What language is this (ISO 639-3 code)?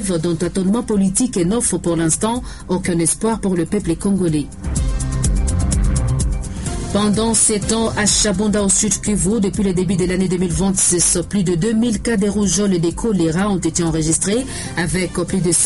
fra